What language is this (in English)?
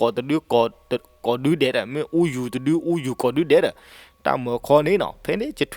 S'gaw Karen